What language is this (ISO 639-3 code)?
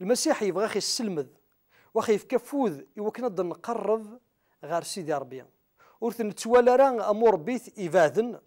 kab